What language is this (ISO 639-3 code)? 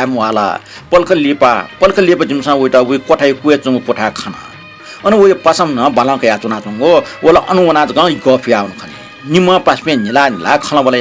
new